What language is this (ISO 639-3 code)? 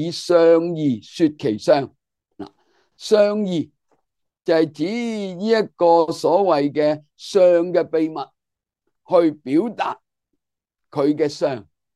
yue